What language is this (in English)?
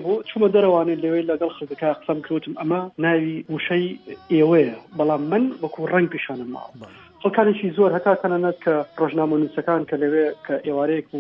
Central Kurdish